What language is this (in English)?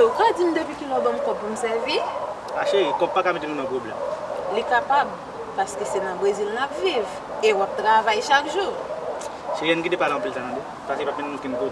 Haitian Creole